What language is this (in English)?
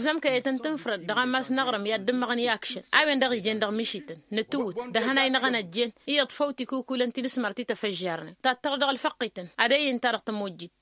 Tamasheq